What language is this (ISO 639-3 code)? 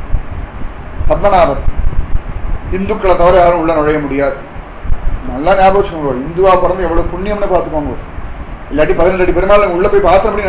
tam